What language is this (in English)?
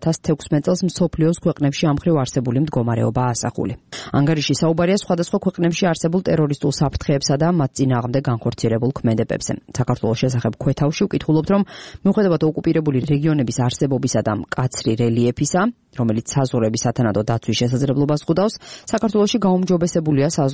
Georgian